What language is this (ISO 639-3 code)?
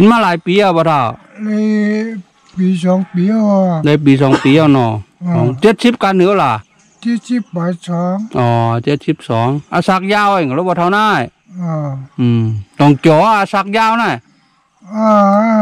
shn